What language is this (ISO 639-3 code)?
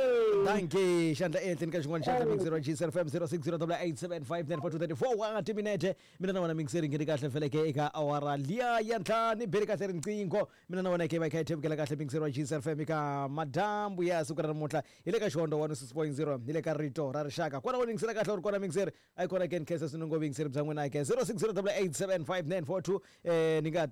tso